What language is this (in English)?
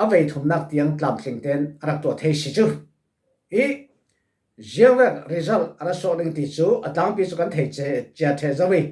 Falam Chin